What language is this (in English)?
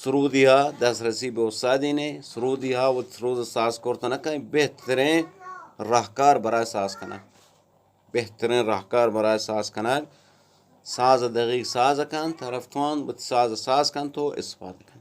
Eastern Balochi